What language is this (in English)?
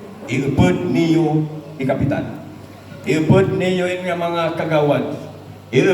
Waray